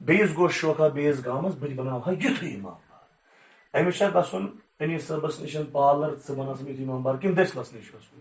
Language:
Kashmiri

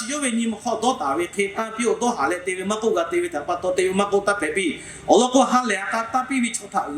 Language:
Lahu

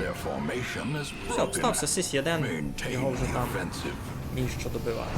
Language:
Rusyn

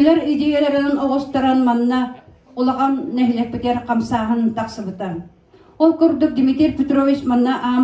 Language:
Yakut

